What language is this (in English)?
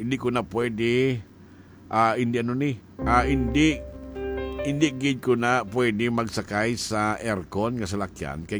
Hiligaynon